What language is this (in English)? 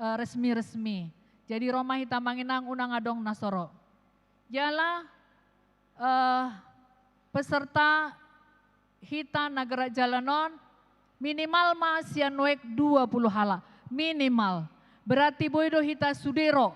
Batak Toba